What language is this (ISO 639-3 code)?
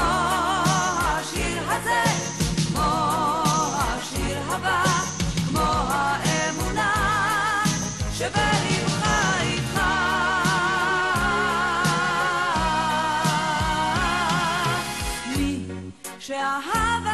heb